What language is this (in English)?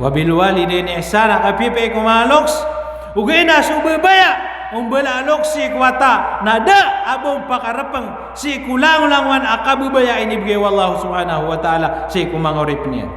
Maranao